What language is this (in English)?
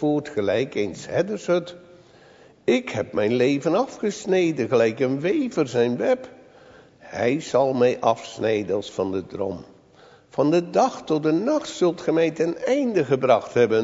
Dutch